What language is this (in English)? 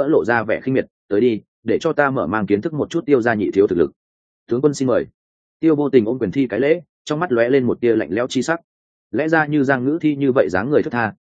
Vietnamese